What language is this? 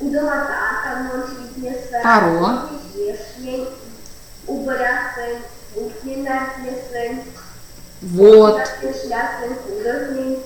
Erzya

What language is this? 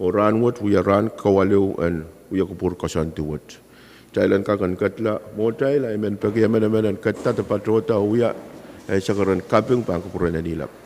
Pohnpeian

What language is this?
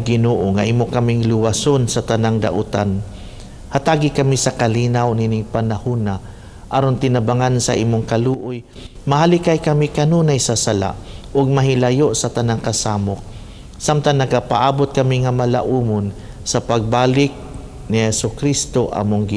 Cebuano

